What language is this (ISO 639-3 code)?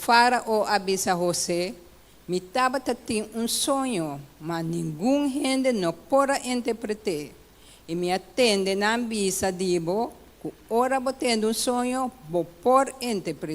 pap